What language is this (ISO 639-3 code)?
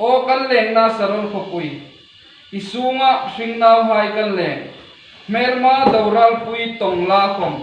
hmr